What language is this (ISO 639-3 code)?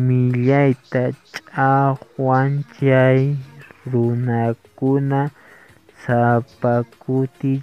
que